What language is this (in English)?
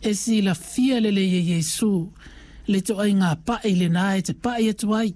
Samoan